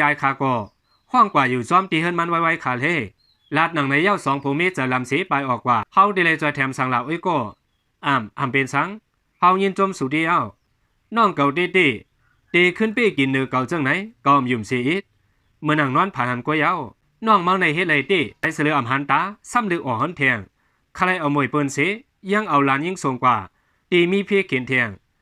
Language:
Shan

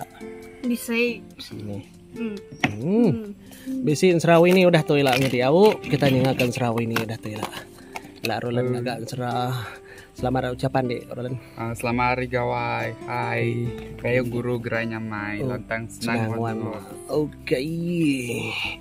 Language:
Iban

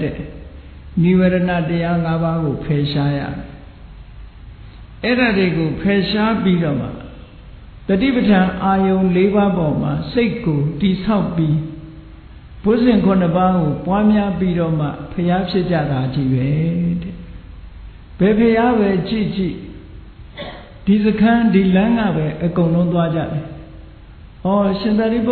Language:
Burmese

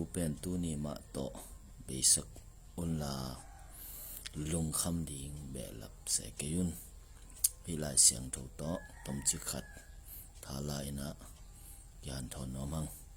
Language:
Tedim Chin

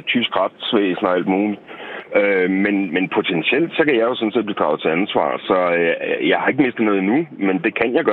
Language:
Danish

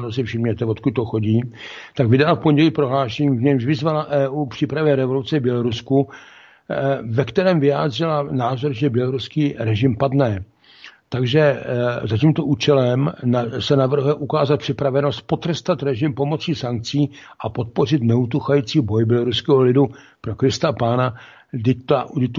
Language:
Czech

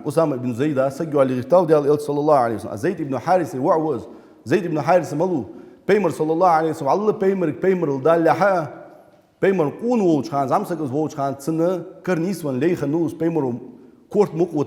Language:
Ingush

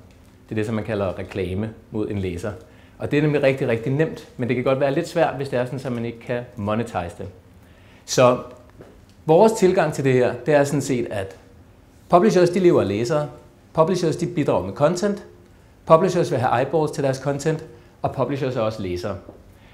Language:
Danish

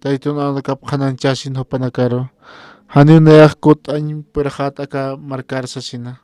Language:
Aymara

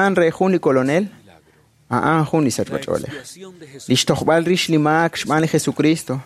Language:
Kekchí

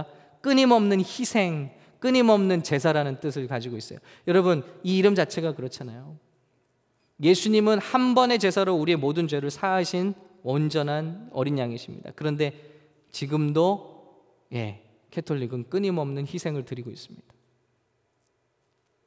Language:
Korean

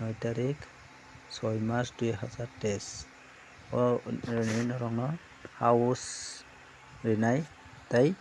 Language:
Kok Borok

